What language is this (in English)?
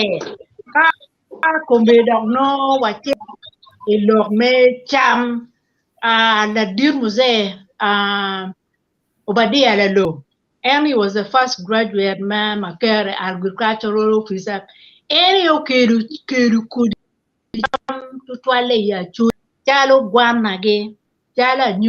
Acoli